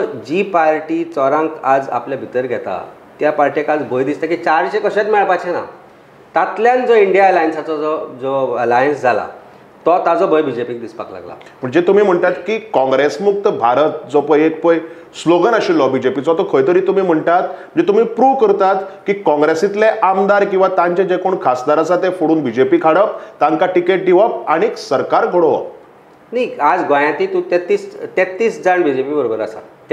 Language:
Konkani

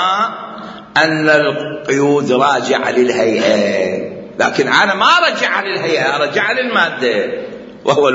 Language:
Mesopotamian Arabic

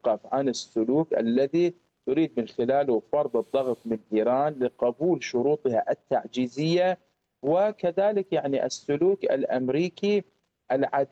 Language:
Arabic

